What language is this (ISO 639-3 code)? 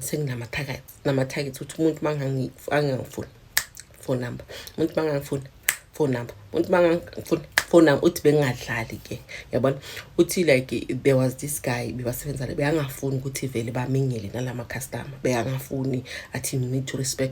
zul